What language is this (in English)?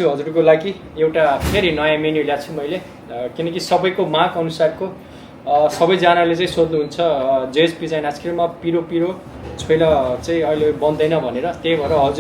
Nepali